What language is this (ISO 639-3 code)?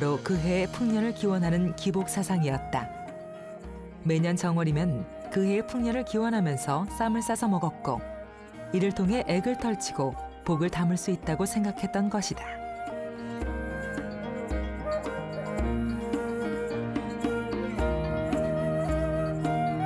kor